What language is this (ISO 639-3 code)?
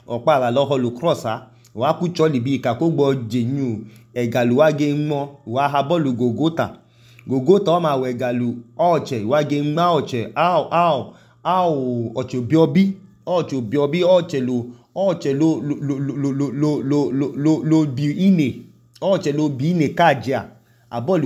idu